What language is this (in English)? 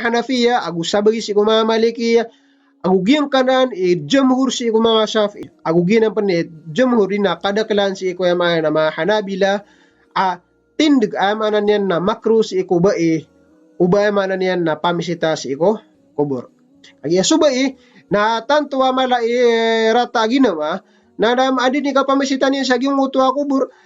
Maranao